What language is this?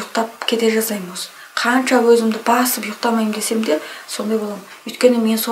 Kazakh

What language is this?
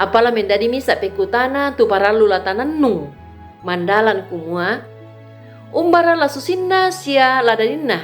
Toraja-Sa'dan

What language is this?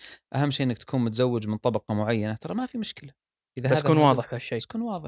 Gulf Arabic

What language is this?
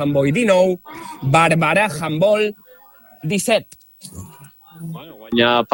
Catalan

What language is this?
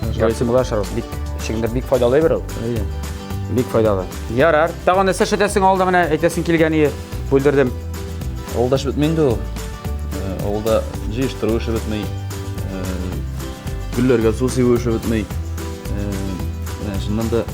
Tatar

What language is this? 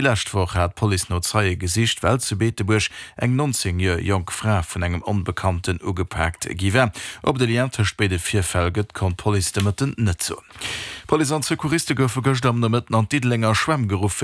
Luxembourgish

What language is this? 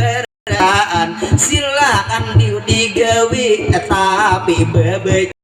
Banjar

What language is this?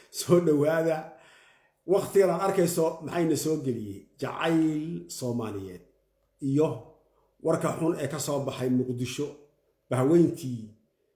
Somali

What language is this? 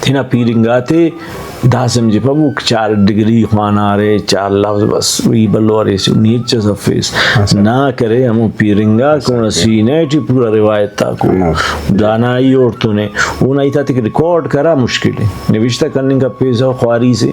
Brahui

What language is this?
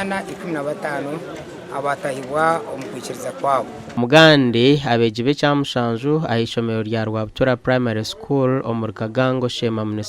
Nyankole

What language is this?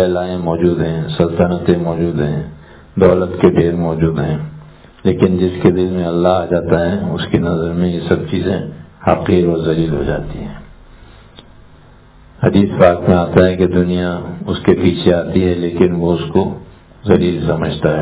Urdu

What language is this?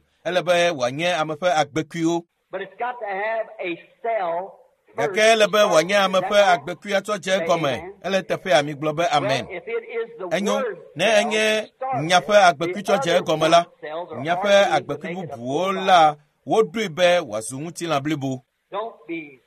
Ewe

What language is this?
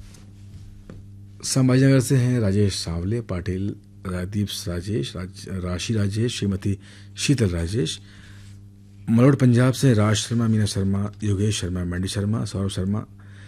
Hindi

